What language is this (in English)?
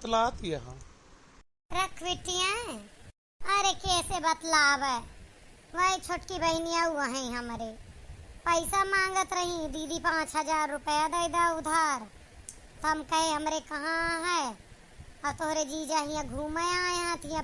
Awadhi